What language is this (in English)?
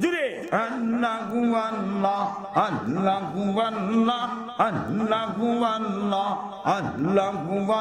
Sylheti